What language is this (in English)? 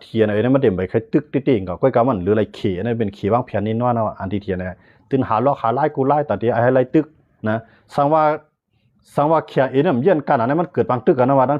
Shan